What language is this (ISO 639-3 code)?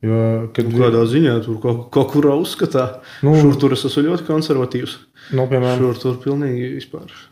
lav